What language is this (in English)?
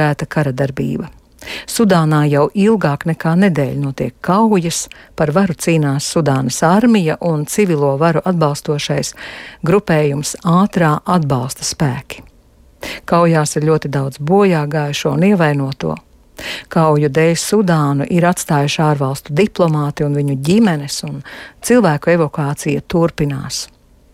Latvian